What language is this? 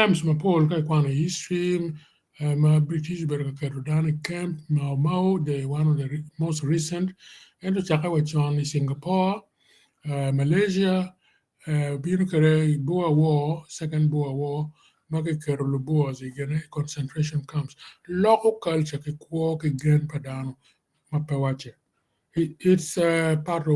Acoli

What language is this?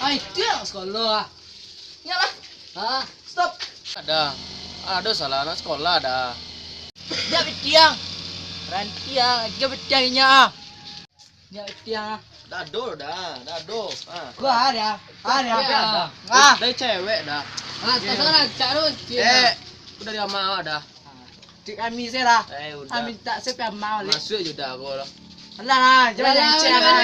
Minangkabau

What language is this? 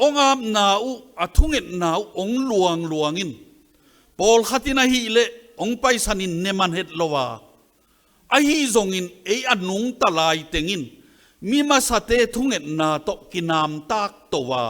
Tedim Chin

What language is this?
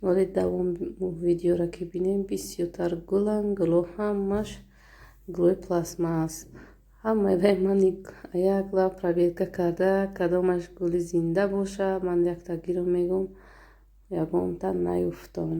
Tajik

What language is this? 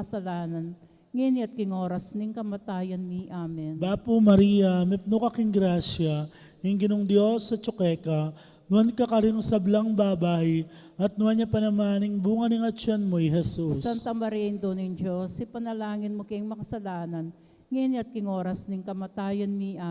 Pampanga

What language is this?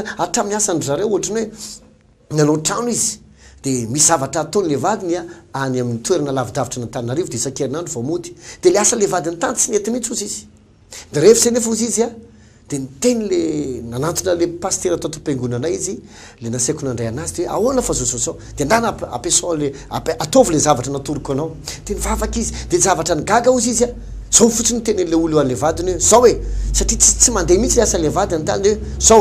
Malagasy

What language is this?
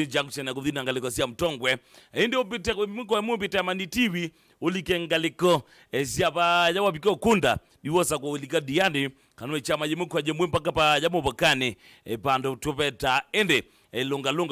Kamba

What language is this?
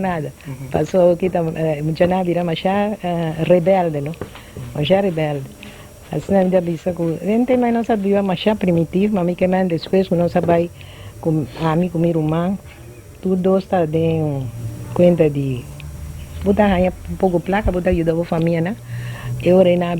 Papiamento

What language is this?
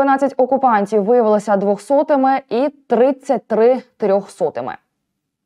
Ukrainian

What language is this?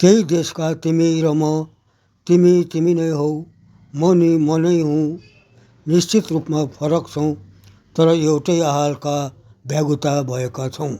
Nepali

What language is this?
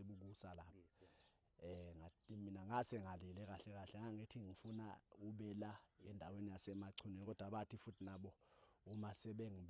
Zulu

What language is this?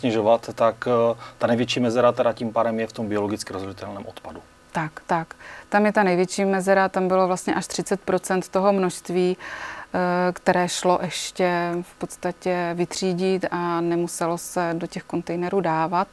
Czech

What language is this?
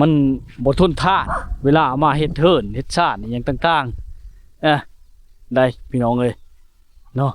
Lao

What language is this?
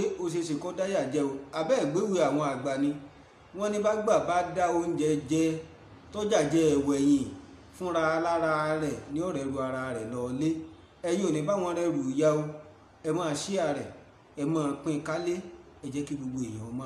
Yoruba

